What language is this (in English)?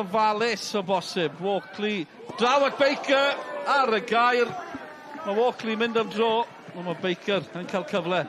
Welsh